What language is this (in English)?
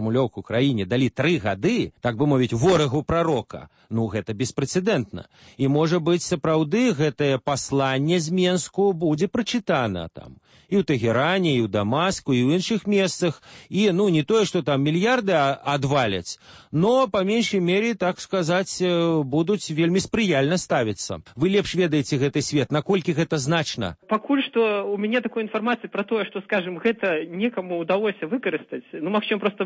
Belarusian